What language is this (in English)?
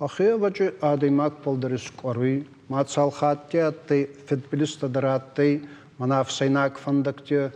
Ossetic